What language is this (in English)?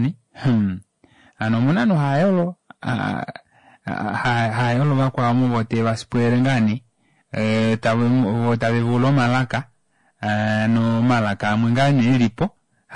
Kuanyama